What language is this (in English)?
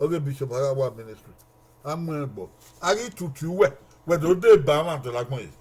Bini